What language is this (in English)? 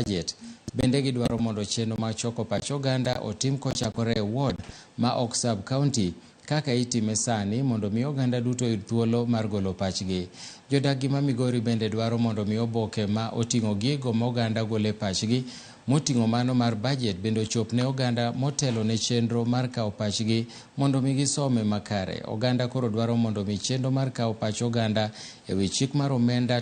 Luo (Kenya and Tanzania)